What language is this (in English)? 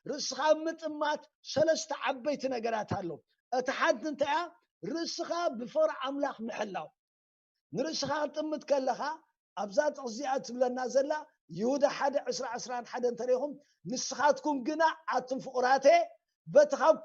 Tigrinya